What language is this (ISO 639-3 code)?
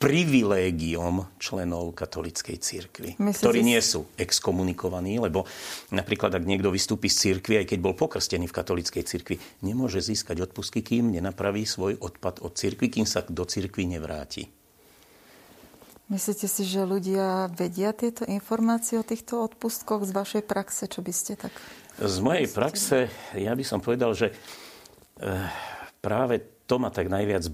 slk